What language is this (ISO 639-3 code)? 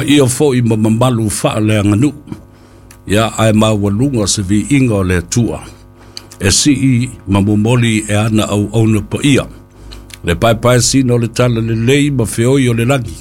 smo